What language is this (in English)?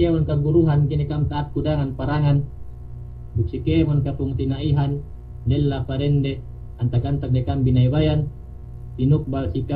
Yakan